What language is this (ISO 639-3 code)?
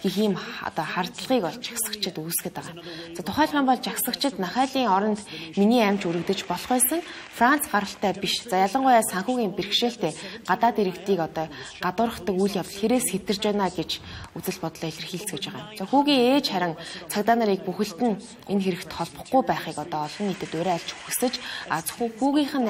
mon